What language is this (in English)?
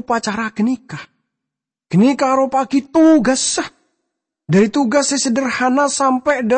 Madurese